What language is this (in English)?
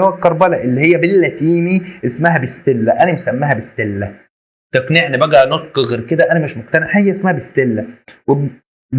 Egyptian Arabic